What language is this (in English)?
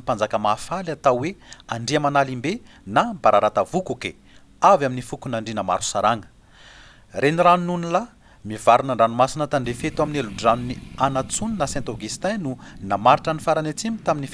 Malagasy